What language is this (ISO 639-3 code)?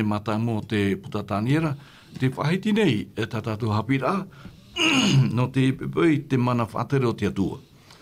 tah